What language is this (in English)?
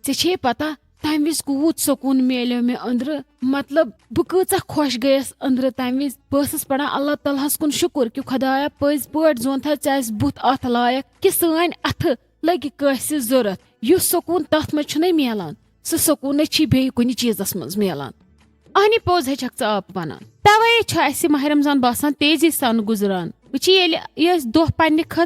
Kashmiri